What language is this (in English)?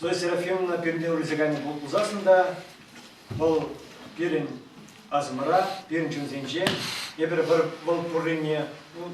Chuvash